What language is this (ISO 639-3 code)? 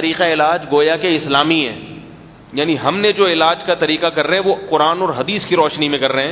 urd